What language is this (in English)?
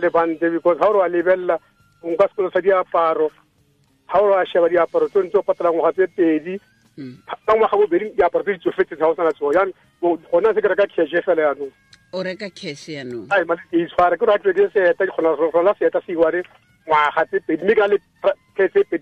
Tswana